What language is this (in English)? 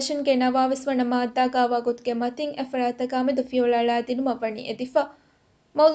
Divehi